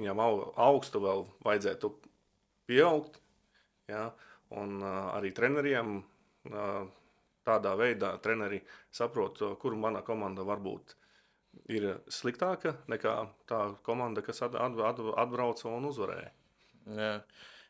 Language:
Latvian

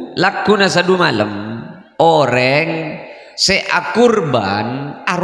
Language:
Madurese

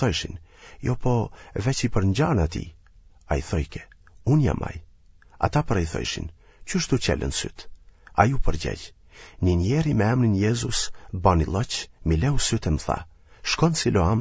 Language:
Albanian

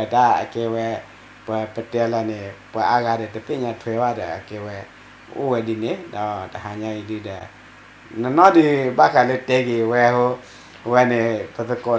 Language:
S'gaw Karen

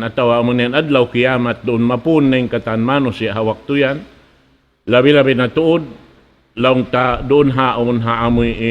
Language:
Tausug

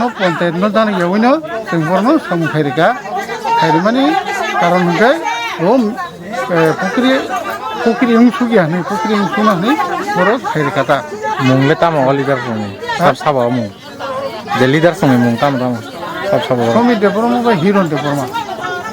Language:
Kok Borok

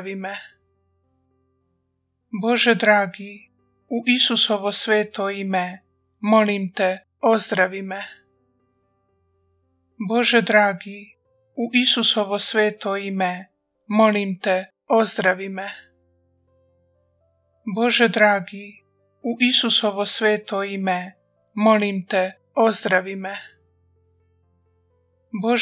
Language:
Croatian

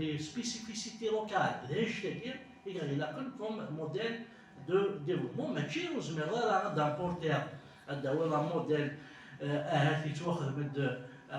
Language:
Kabyle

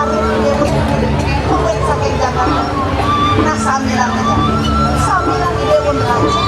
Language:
Balinese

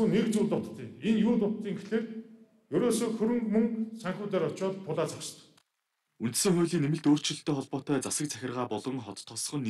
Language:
Mongolian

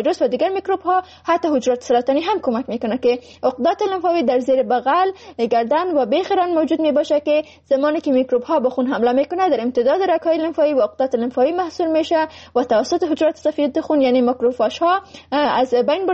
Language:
Persian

